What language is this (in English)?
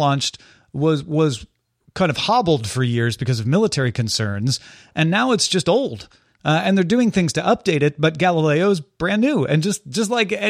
English